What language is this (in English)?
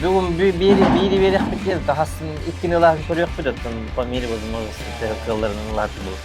Yakut